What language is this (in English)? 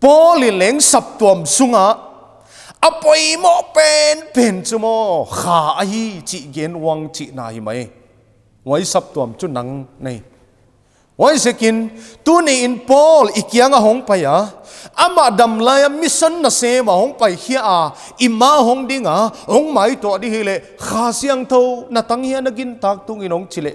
Paite Chin